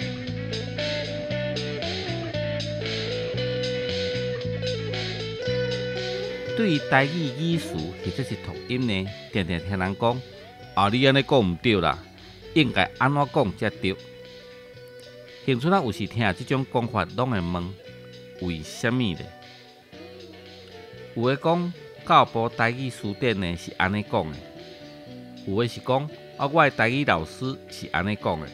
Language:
Min Nan Chinese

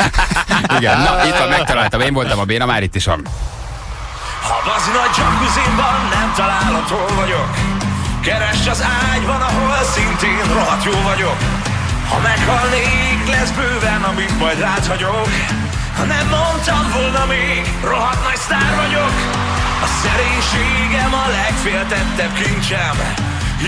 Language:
Hungarian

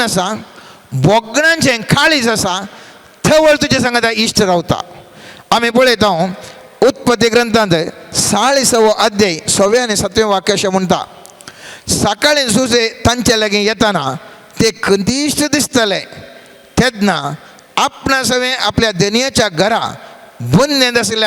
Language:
Konkani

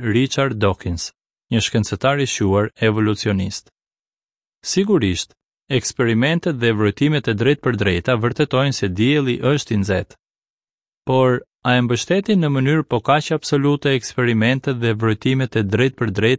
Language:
Albanian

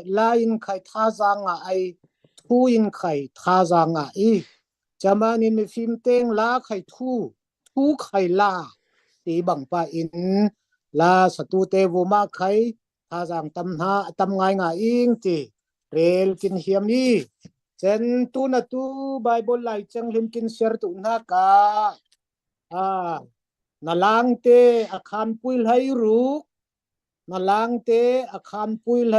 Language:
Falam Chin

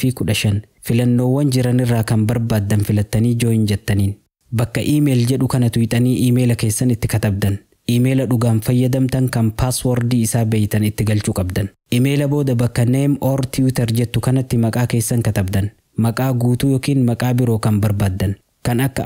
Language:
Oromo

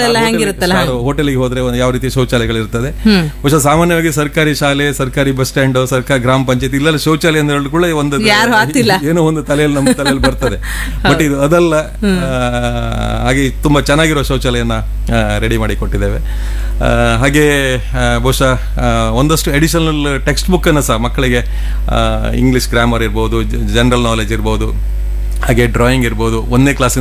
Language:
Kannada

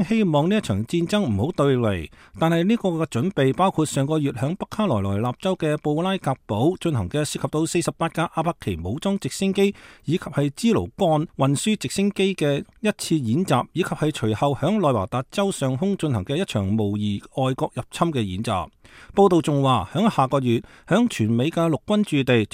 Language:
Cantonese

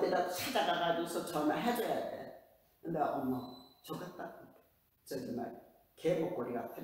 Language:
Korean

